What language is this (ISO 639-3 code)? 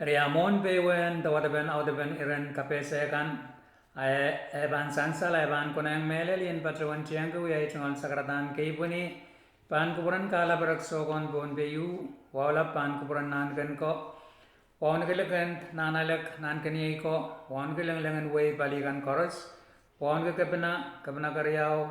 pon